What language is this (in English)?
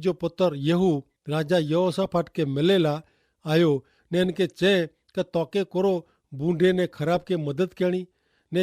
Kachhi